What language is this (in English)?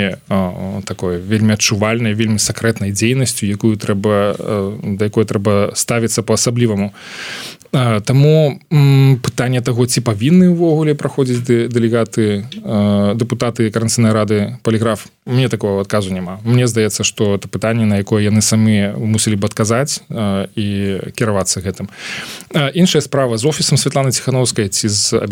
Belarusian